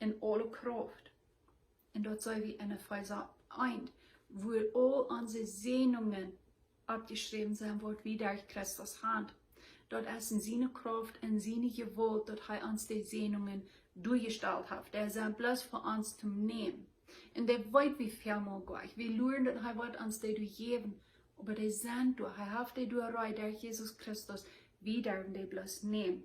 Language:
Plautdietsch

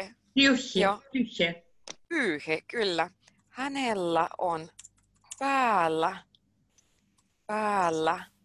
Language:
Finnish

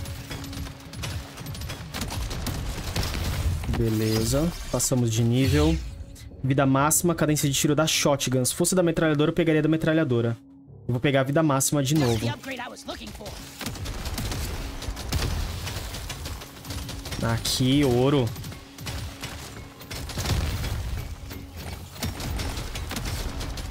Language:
Portuguese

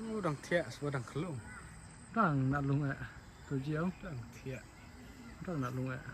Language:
Khasi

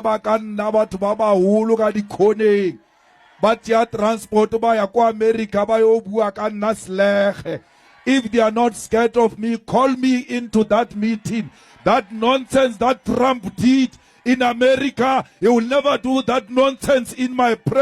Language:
Nyanja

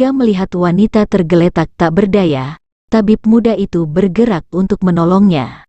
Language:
Indonesian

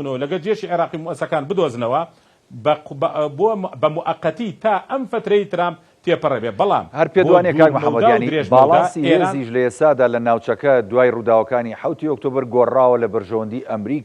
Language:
Central Kurdish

